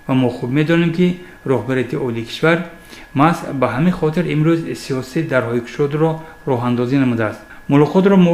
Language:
Tajik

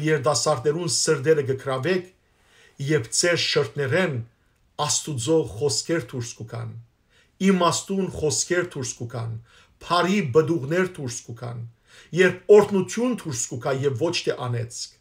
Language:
Western Armenian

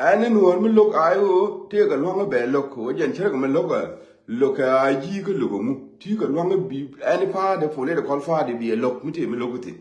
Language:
Nuer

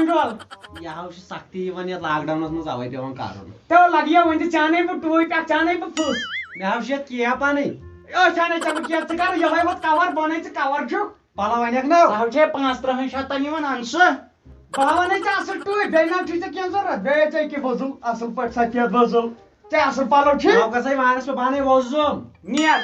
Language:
Kashmiri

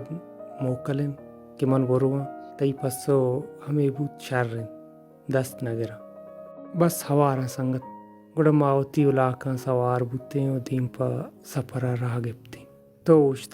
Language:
Baluchi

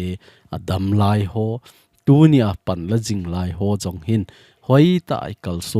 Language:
Thado Chin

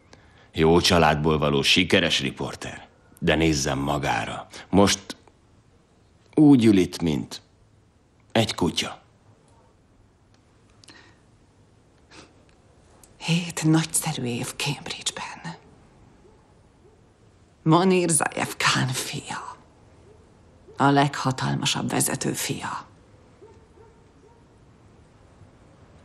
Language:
Hungarian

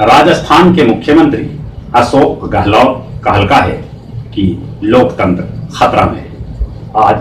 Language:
Magahi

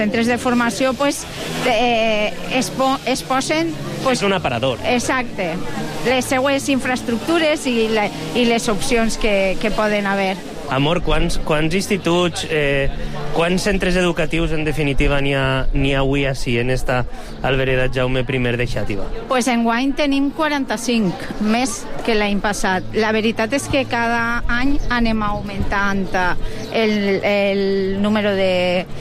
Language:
Catalan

